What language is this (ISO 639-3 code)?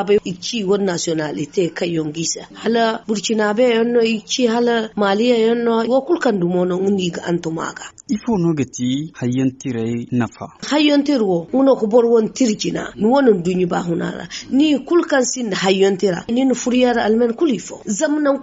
dje